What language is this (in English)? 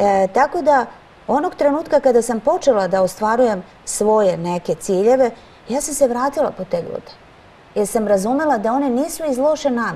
Serbian